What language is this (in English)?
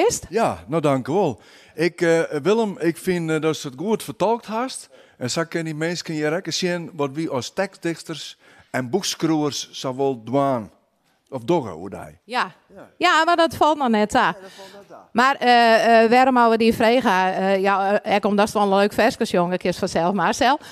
Western Frisian